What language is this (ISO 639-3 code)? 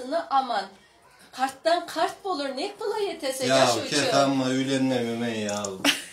krc